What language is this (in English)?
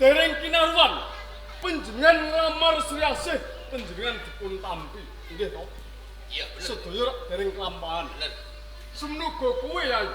Javanese